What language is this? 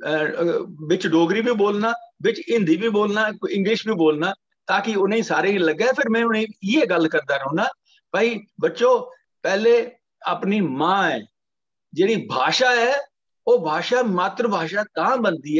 Dogri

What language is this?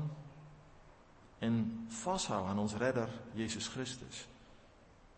Afrikaans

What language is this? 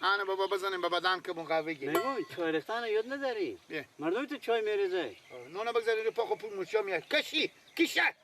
Persian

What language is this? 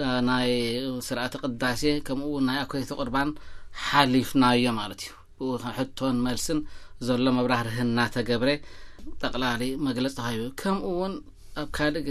Tigrinya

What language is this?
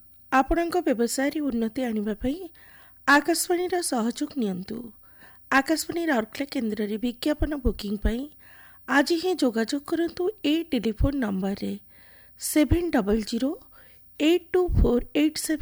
Odia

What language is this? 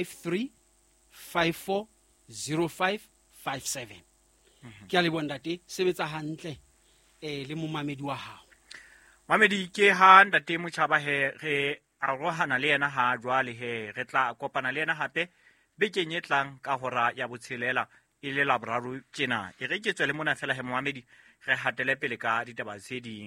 Southern Sotho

